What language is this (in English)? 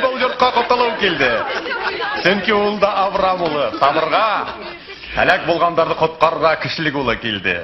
Bashkir